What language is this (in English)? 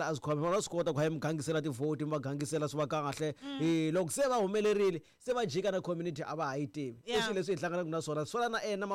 Tsonga